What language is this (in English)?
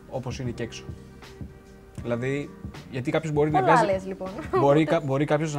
Greek